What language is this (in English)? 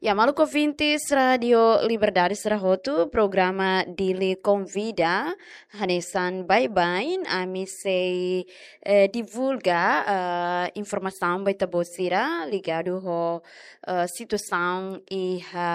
Tetum